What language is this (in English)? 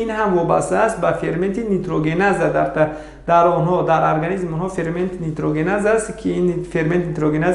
Tajik